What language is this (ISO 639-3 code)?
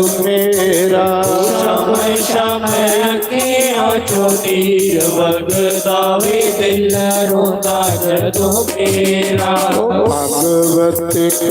doi